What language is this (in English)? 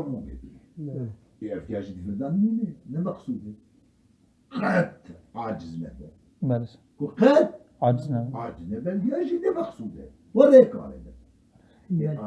Kurdish